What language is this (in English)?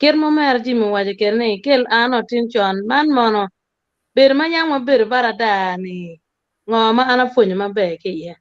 Acoli